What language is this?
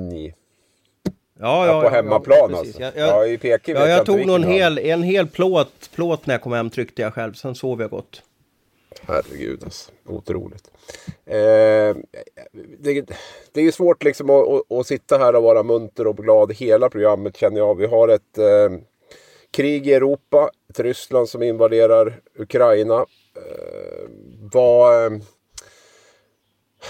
Swedish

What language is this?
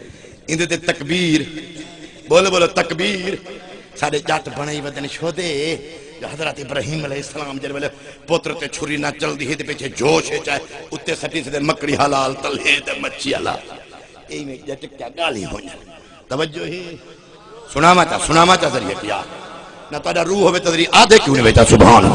Saraiki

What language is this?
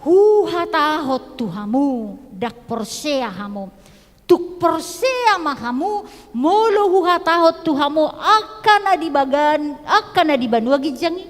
Batak Toba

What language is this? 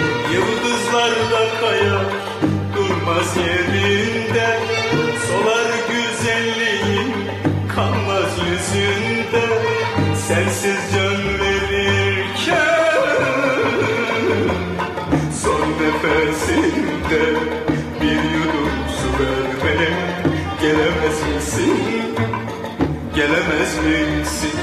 Turkish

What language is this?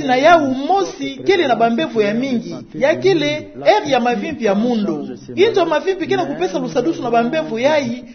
Kituba (Democratic Republic of Congo)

